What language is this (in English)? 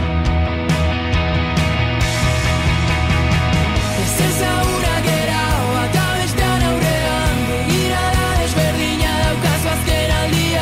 Basque